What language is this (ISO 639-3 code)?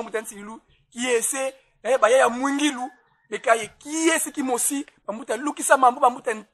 kon